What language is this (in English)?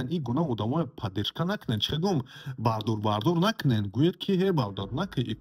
Tajik